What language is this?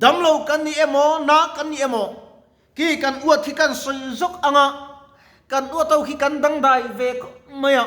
Mizo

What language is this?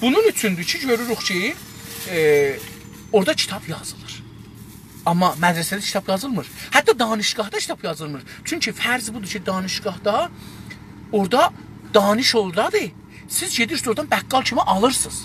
South Azerbaijani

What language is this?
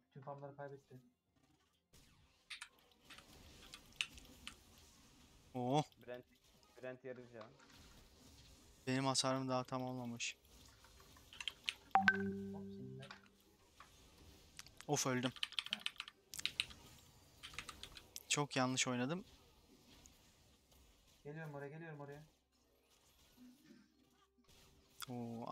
Turkish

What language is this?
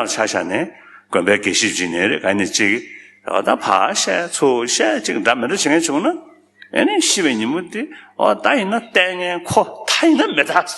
Tibetan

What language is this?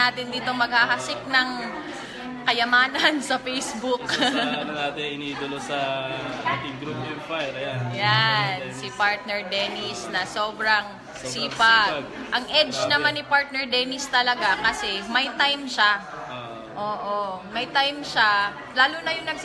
Filipino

